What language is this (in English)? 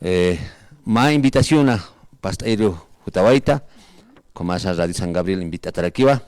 Aymara